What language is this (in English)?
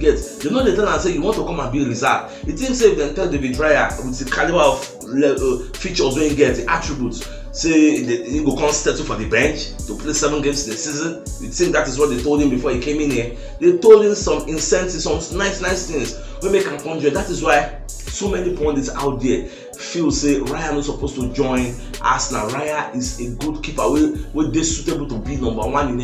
Nigerian Pidgin